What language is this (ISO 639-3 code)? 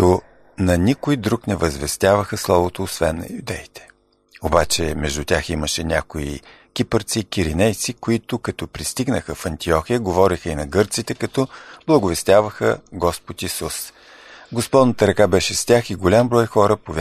bul